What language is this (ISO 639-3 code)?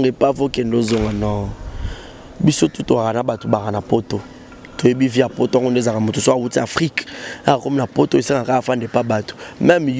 lin